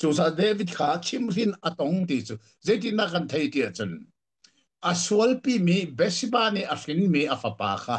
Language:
Hakha Chin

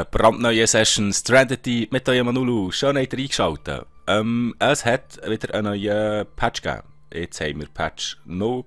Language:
Swiss German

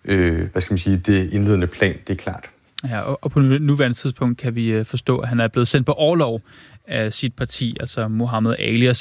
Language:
Danish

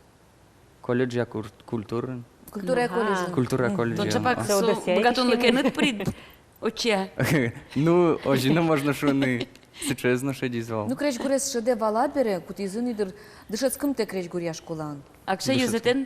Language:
Udmurt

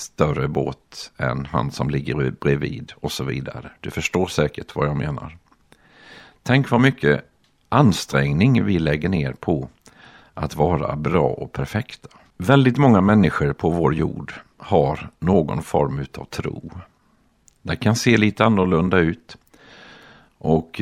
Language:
Swedish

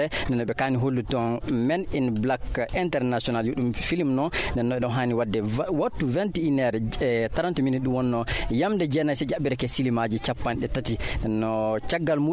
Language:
Nigerian Fulfulde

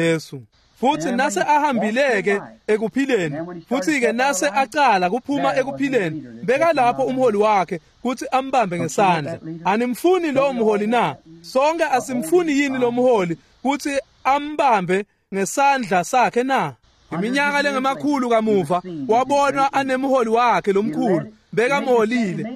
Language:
Swati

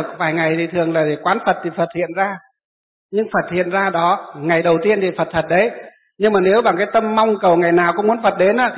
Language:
Vietnamese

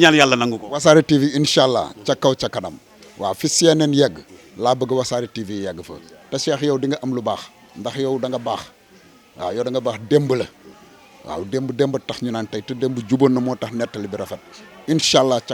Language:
Wolof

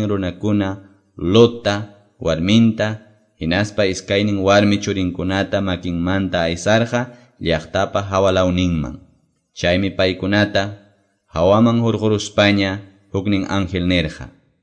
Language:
Quechua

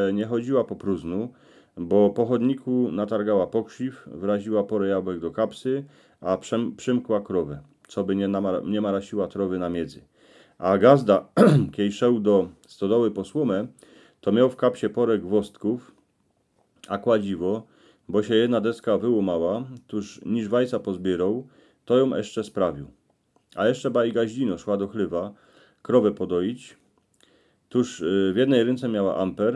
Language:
Silesian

